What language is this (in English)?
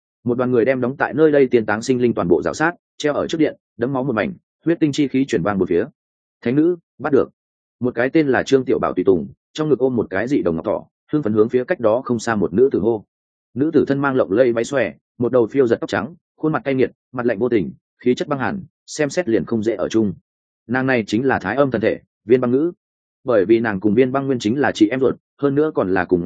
Vietnamese